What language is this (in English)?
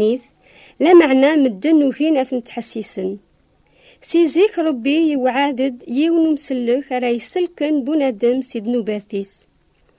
Kabyle